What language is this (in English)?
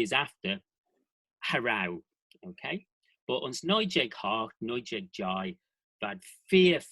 Manx